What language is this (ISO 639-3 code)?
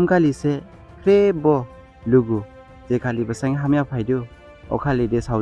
dis